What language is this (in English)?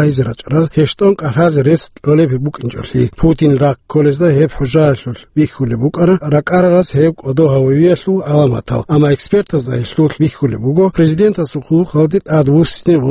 Avaric